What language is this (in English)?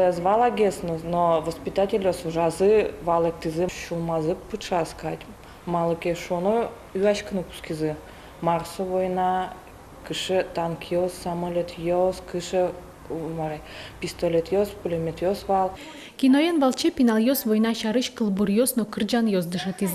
Udmurt